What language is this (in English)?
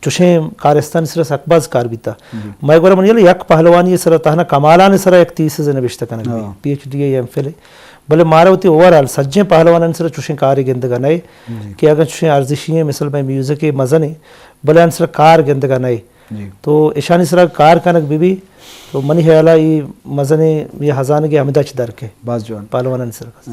Eastern Balochi